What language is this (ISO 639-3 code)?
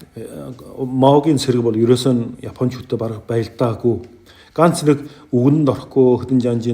mon